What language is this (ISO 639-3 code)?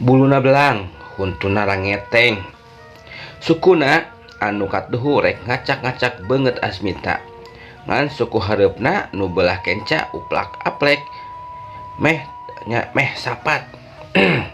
sun